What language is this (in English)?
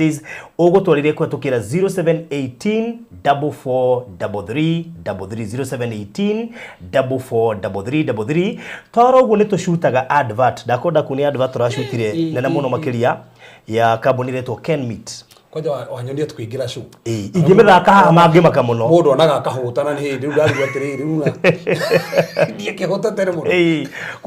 Kikuyu